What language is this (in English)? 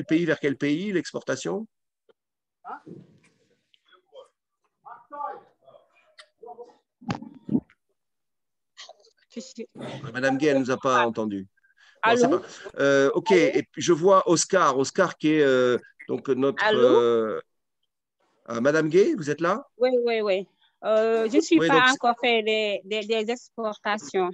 French